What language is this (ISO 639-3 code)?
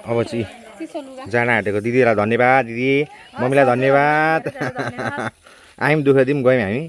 nep